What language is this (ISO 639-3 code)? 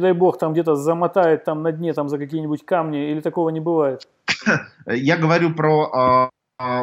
rus